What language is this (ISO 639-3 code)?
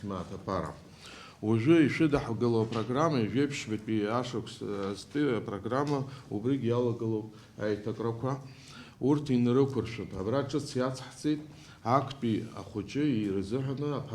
abk